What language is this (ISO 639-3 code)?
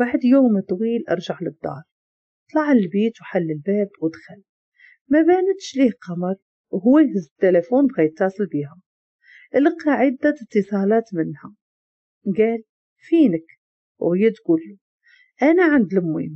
ary